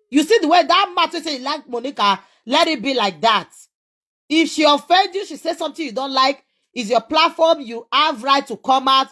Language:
Nigerian Pidgin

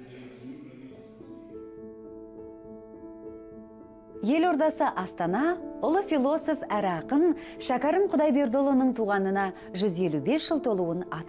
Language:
Kazakh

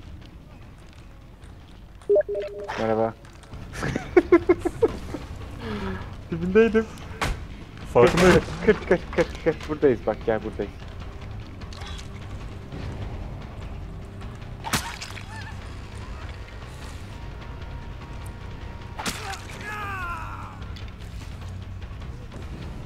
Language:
Turkish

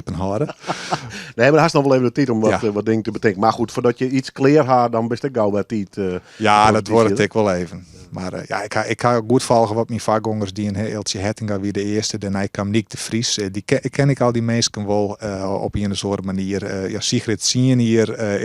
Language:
Western Frisian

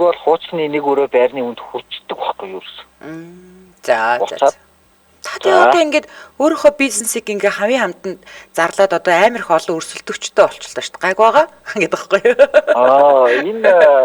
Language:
Mongolian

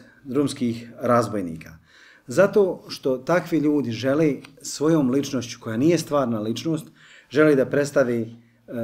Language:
Bosnian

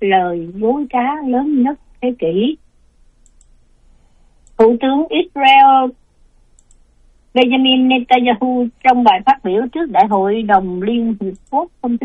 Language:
Vietnamese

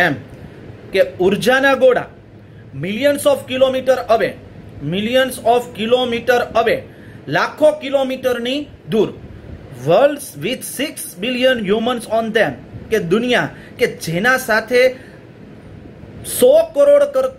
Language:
Gujarati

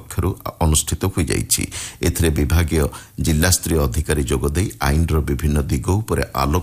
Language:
Odia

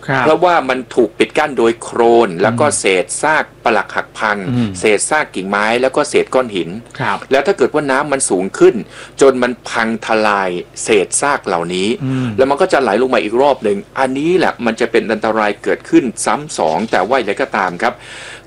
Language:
Thai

